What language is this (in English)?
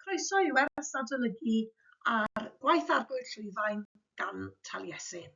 Welsh